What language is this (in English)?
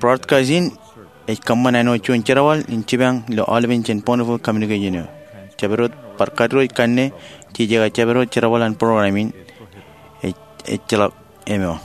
Marshallese